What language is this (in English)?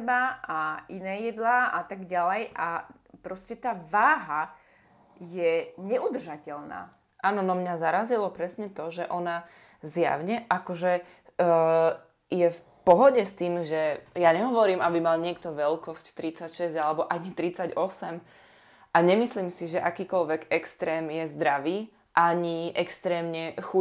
Slovak